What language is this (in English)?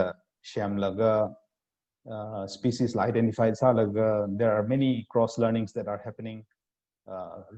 Tangkhul Naga (India)